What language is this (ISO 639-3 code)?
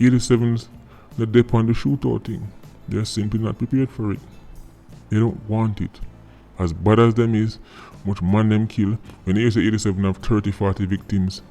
jam